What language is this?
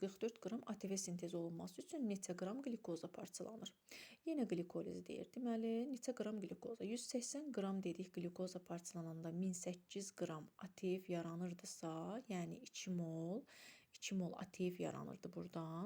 Azerbaijani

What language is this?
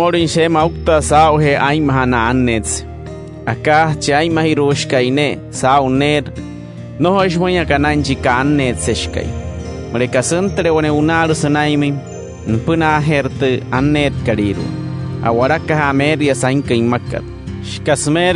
Wayuu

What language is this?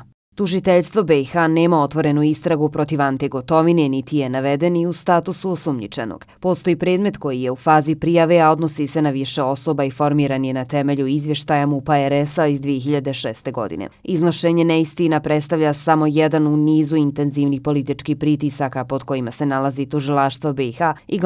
Bosnian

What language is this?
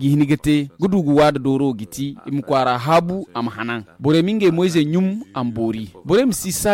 Zarma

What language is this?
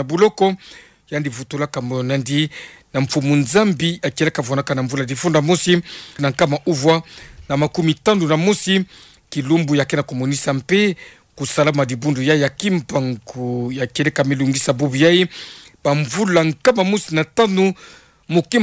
Kituba (Democratic Republic of Congo)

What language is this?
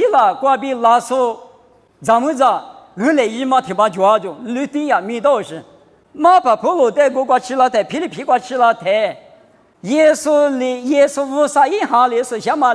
Lisu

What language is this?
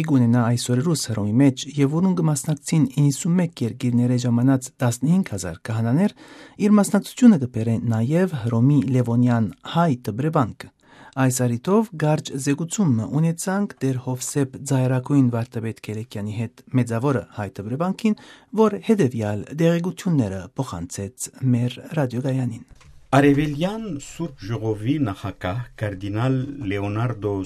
Western Armenian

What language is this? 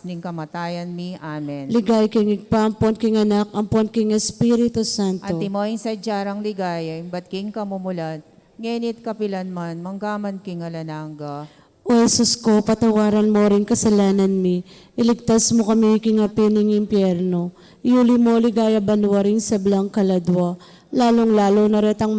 Pampanga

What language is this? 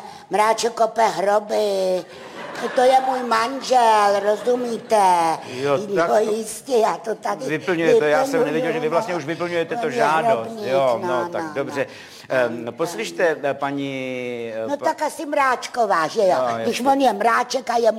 Czech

